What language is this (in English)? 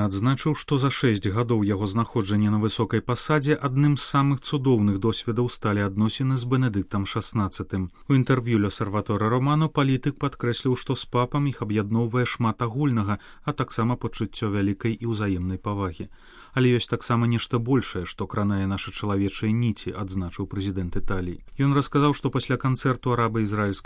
Belarusian